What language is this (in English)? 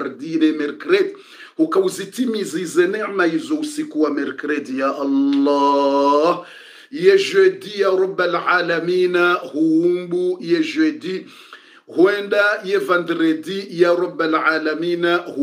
Swahili